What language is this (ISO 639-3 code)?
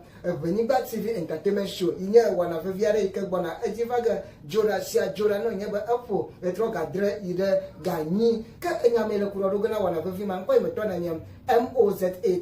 ewe